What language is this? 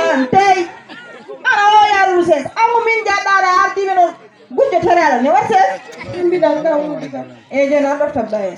Fula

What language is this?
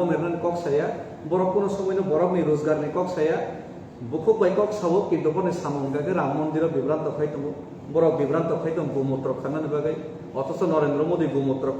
Kok Borok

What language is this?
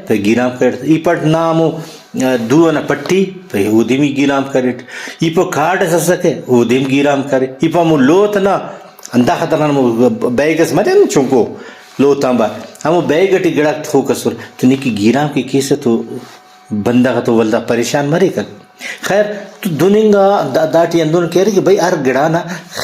Brahui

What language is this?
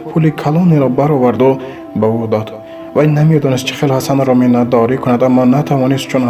Tajik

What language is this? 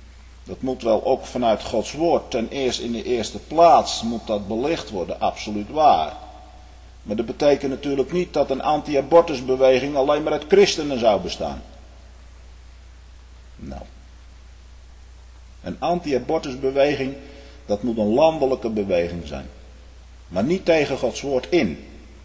Dutch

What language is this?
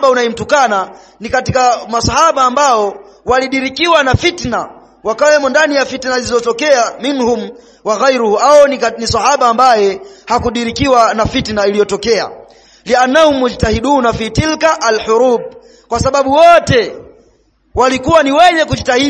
Swahili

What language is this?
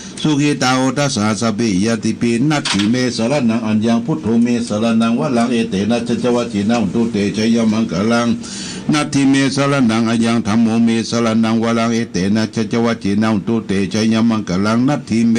Pali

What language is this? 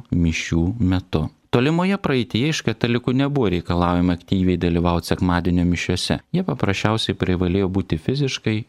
Lithuanian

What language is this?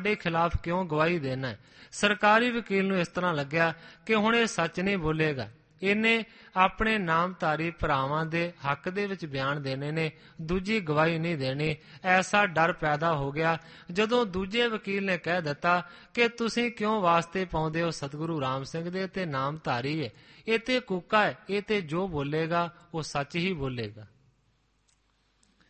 Punjabi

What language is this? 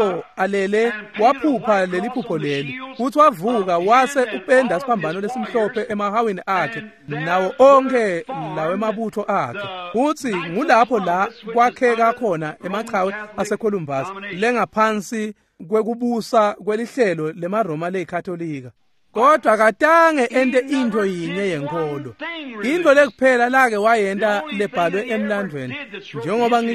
Swati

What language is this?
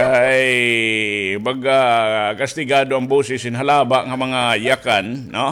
Waray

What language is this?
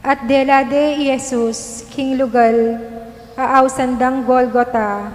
Pampanga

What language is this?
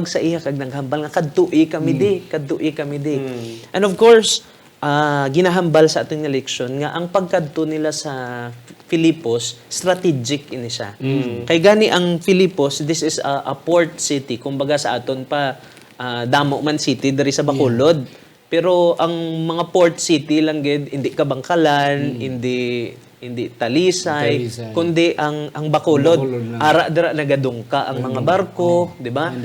Hiligaynon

